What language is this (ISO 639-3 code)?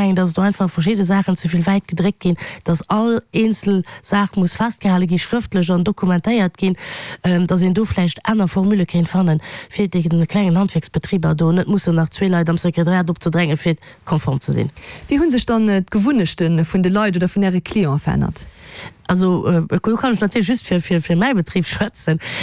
ltz